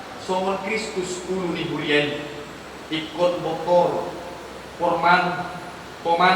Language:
Batak Toba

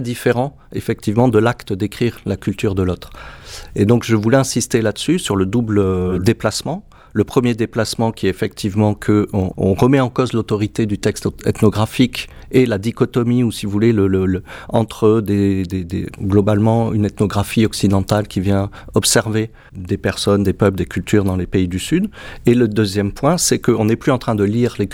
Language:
French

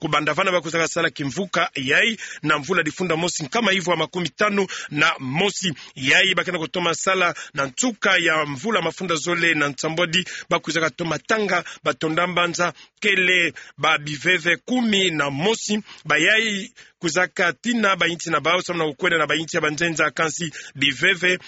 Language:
Kituba (Democratic Republic of Congo)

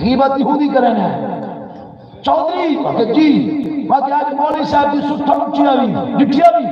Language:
Saraiki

